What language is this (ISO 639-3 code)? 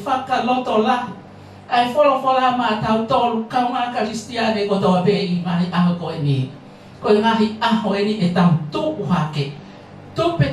ton